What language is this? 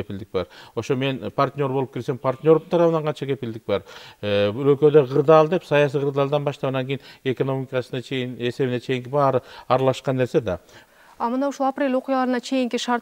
Kyrgyz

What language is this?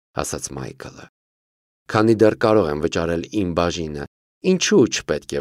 Armenian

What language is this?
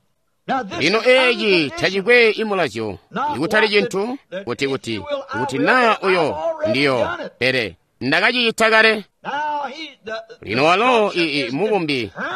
Tonga (Zambia)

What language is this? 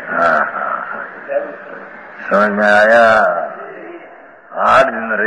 Hindi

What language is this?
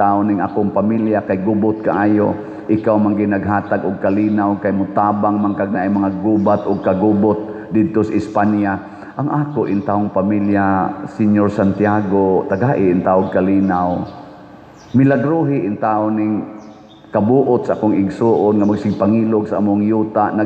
Cebuano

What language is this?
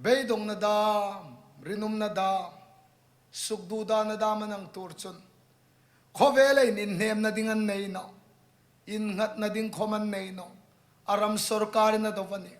Hmar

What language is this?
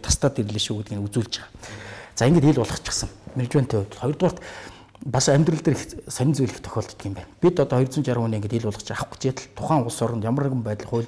Mongolian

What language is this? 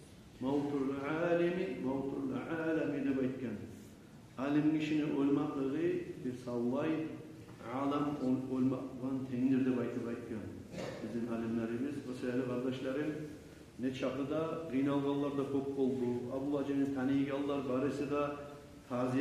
Kumyk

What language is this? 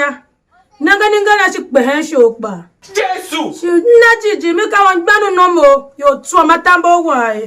Tiv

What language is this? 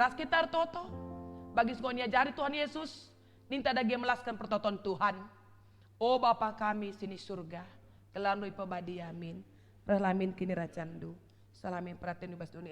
Batak Karo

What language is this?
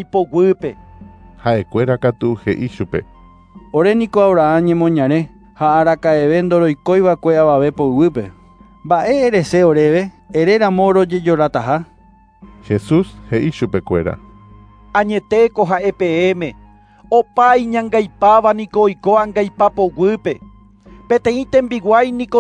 Guarani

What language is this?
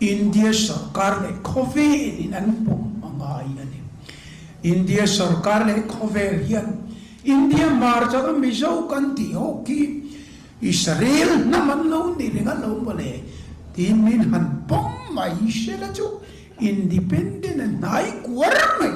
Mizo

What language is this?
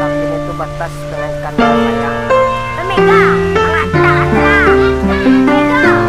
Minangkabau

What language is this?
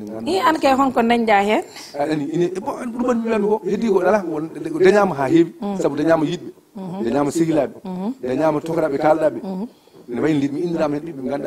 Fula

